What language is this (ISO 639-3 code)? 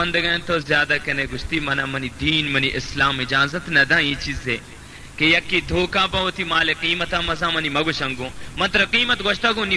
bal